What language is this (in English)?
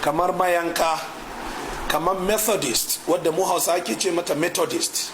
Hausa